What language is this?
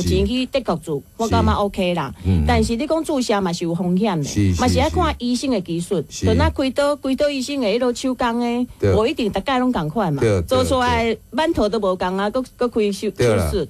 Min Nan Chinese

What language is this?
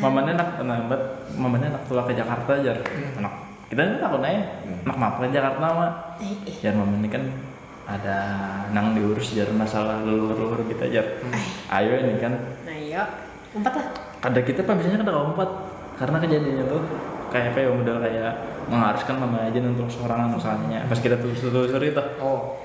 Banjar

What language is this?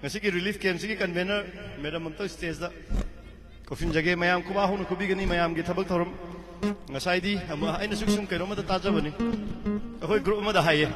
Manipuri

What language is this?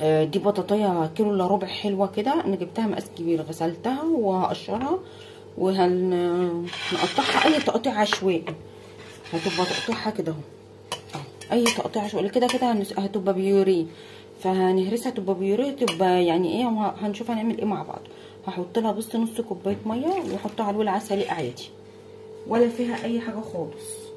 Egyptian Arabic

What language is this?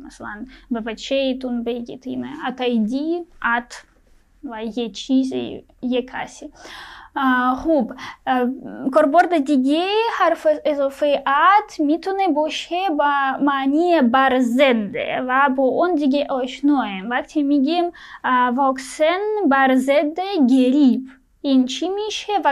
Persian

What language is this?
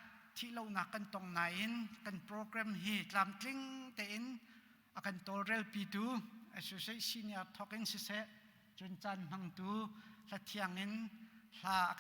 Hakha Chin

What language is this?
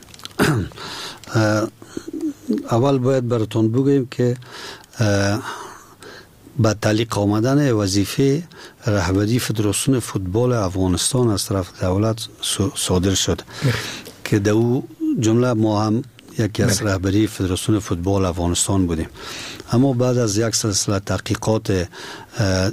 Persian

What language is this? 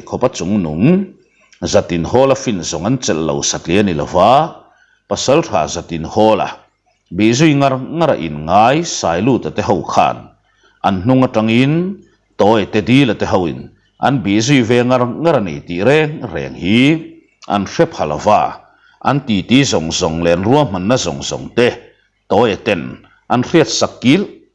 Mizo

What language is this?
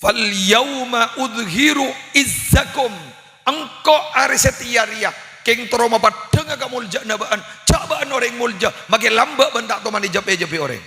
Madurese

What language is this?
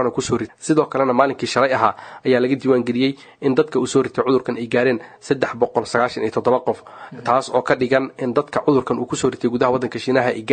Somali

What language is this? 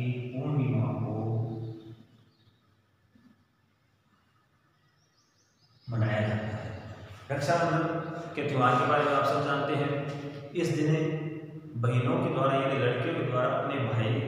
Hindi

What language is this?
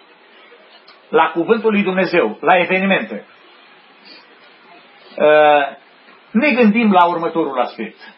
Romanian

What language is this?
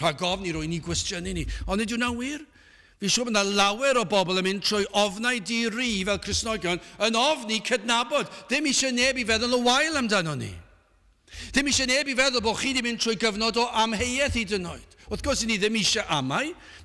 Welsh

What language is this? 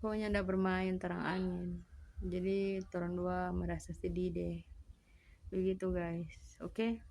Manado Malay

